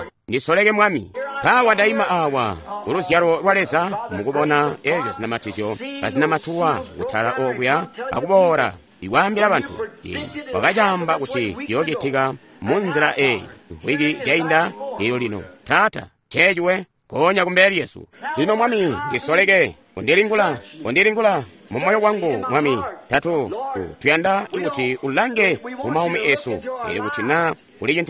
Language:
Tonga (Zambia)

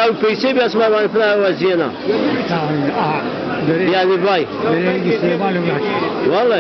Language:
Zaza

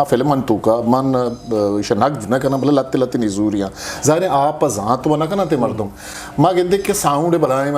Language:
Eastern Balochi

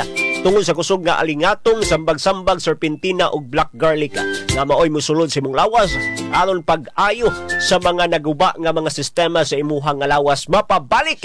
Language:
Cebuano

